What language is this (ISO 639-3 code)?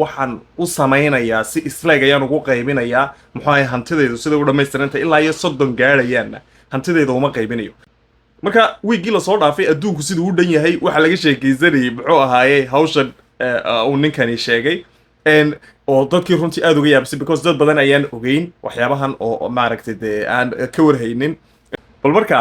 som